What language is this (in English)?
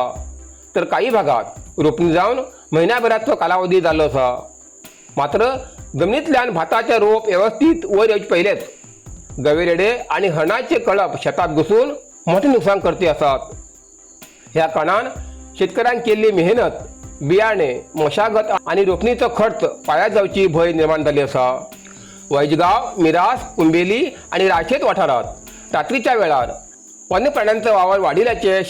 Konkani